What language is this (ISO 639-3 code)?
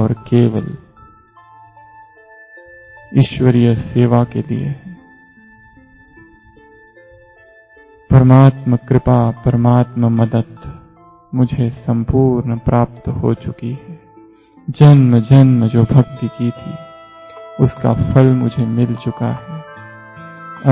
hin